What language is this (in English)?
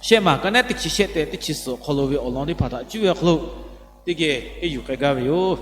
Lahu